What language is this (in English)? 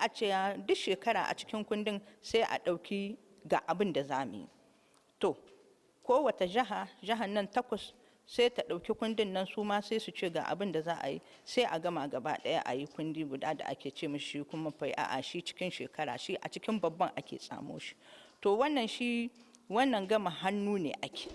Hausa